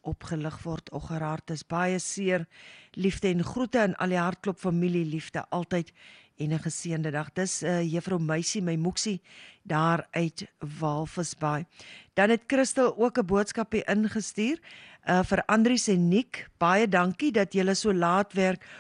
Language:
Afrikaans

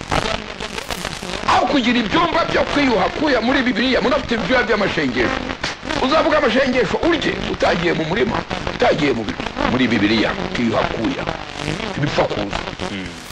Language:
Kinyarwanda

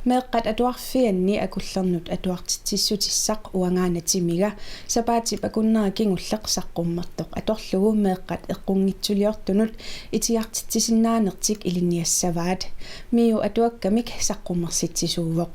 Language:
Kalaallisut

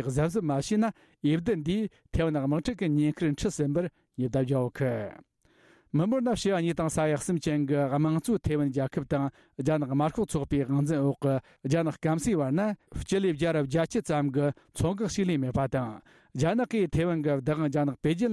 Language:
Tibetan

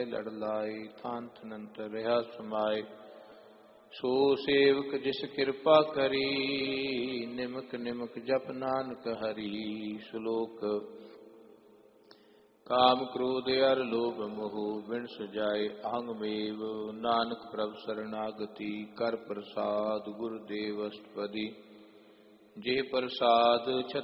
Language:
Punjabi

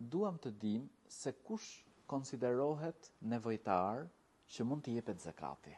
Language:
Albanian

